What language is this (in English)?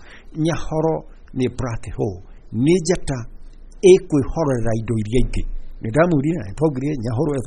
Kikuyu